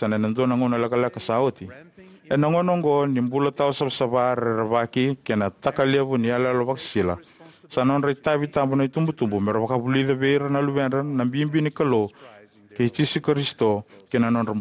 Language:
Fijian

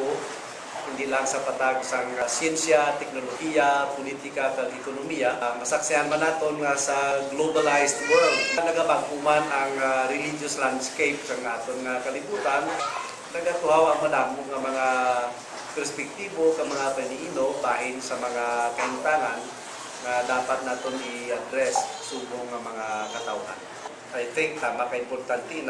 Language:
Hiligaynon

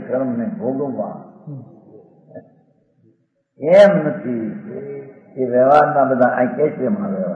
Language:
Gujarati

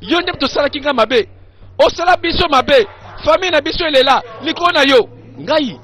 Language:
Lingala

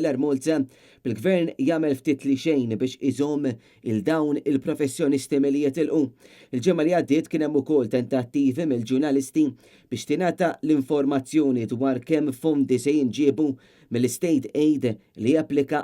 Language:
Maltese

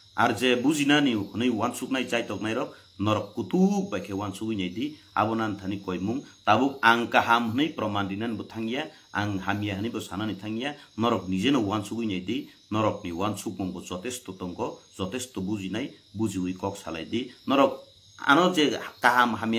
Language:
Kok Borok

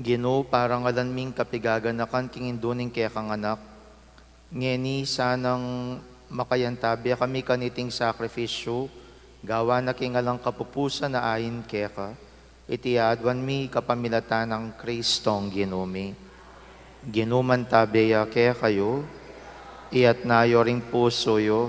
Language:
Pampanga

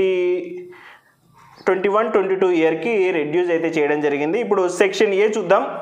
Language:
Telugu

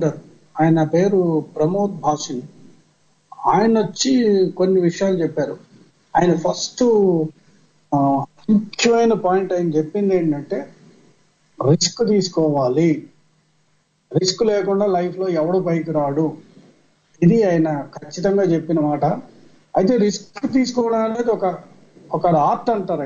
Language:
Telugu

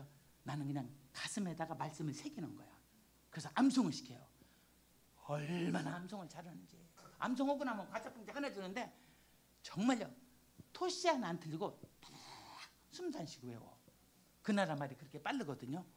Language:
Korean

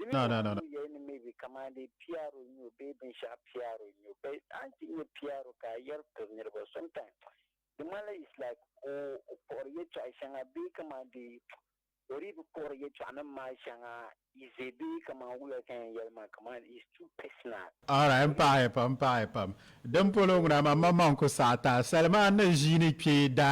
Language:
Dagbani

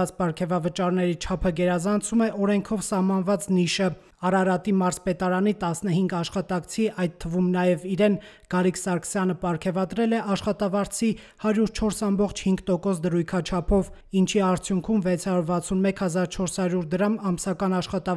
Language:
Armenian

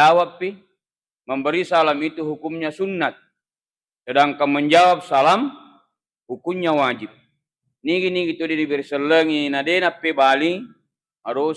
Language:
Buginese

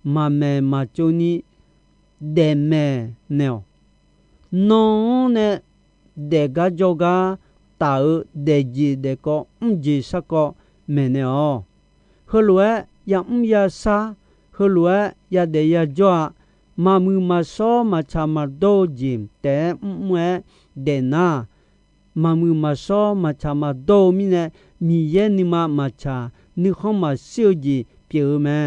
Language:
Akha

